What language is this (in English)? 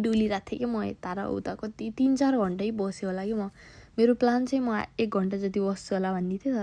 Nepali